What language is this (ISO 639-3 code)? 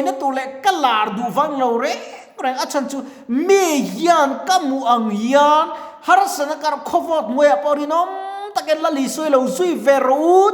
lus